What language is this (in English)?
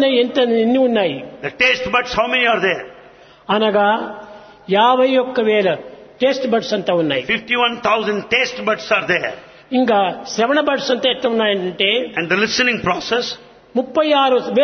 Telugu